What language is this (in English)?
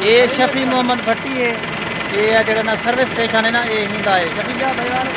Saraiki